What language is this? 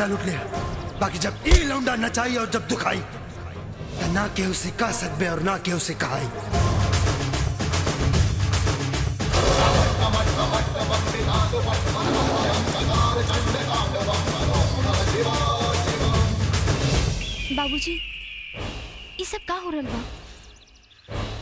Bhojpuri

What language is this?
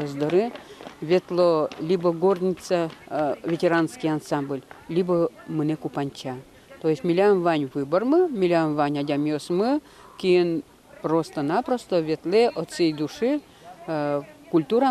Udmurt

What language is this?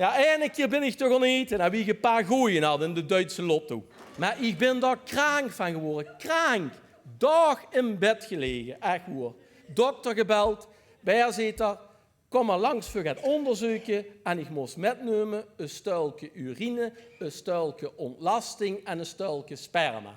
Limburgish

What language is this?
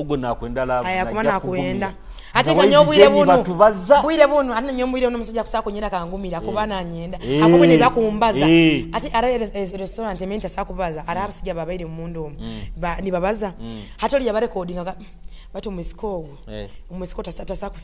Nyoro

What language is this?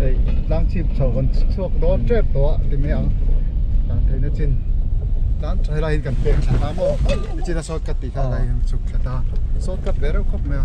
Mizo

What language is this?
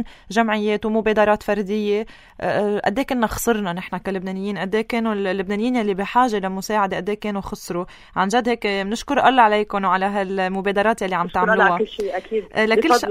North Levantine Arabic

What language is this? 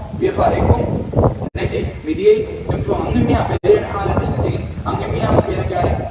Divehi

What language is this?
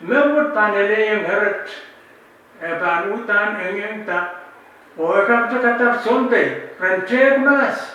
Pohnpeian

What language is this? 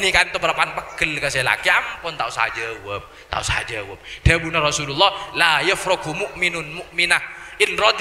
Madurese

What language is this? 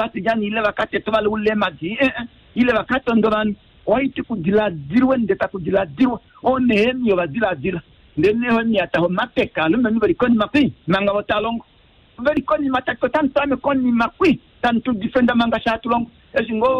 Kuanyama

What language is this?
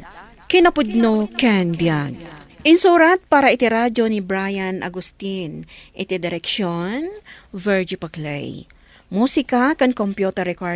Iloko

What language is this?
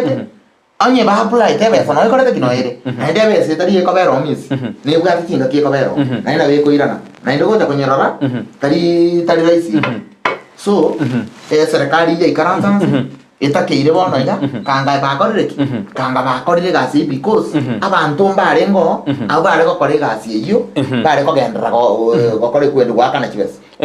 Gusii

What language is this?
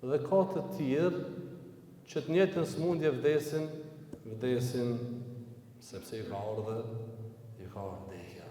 Albanian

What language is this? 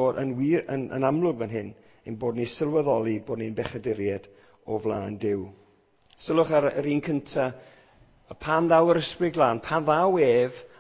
Welsh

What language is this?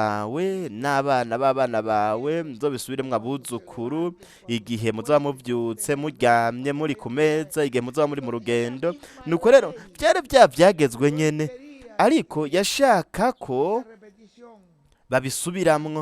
Rundi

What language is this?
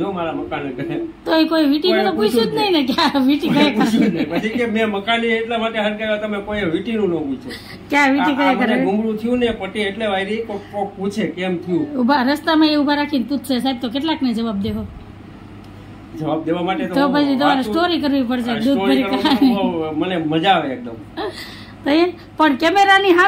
Gujarati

